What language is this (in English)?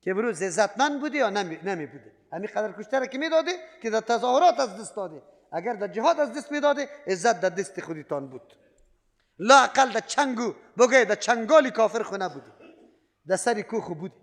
Persian